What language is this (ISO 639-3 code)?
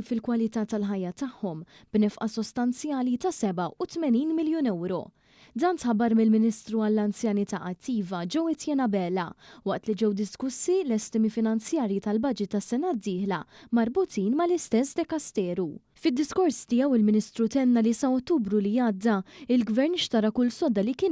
mlt